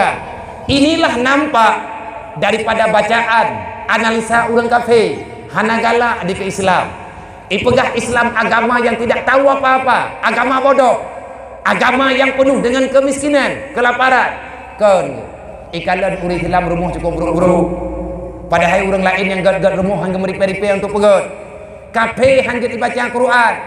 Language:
Achinese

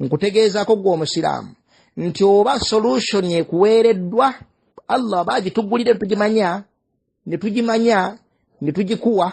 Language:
Ganda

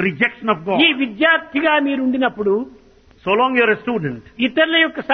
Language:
Telugu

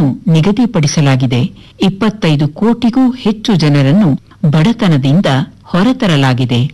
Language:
Kannada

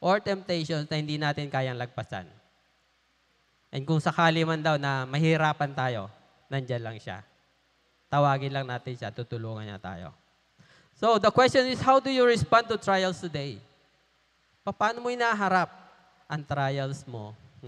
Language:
Filipino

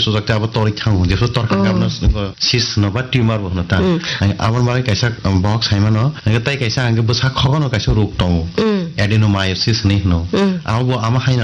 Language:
Kok Borok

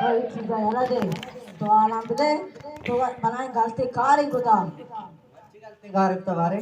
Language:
Baluchi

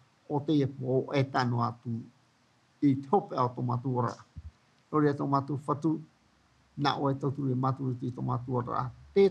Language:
Tahitian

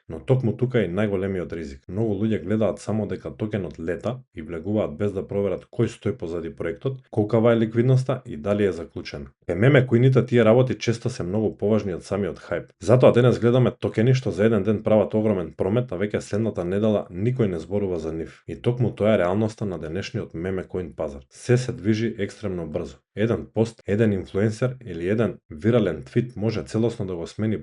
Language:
Macedonian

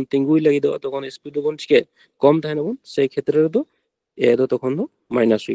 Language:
Santali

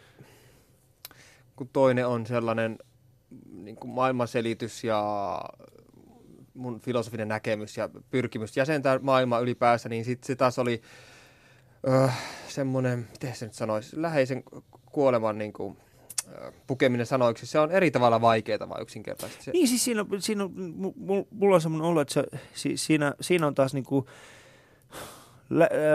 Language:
Finnish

